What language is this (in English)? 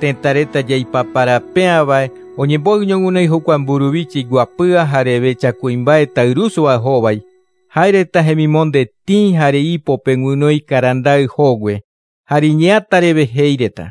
Guarani